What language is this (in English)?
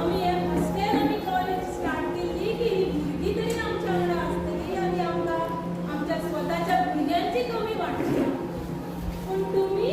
Konkani